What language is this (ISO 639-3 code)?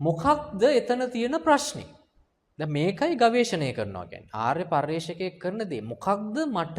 sin